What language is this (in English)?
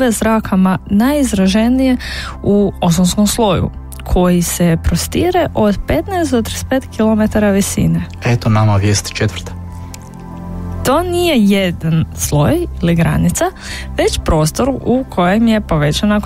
Croatian